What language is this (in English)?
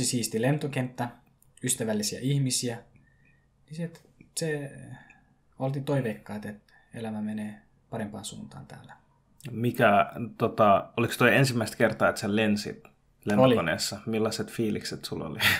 Finnish